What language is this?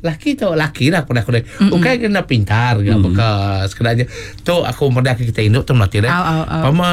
Iban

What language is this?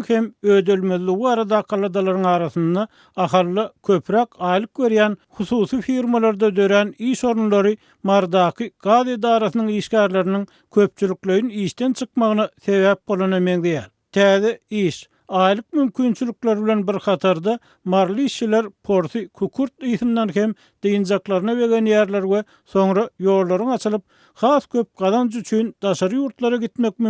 Turkmen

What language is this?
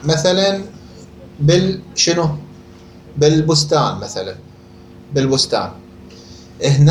Mesopotamian Arabic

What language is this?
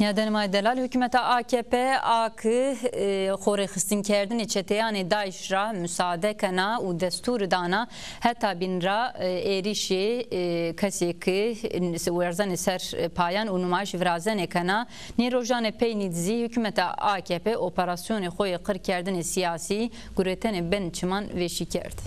Zaza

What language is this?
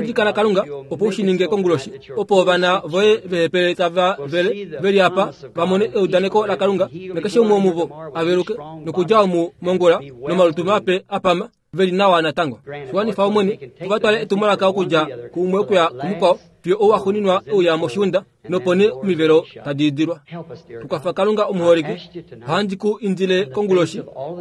Kuanyama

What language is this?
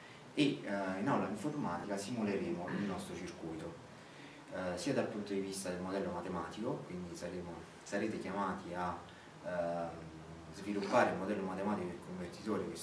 Italian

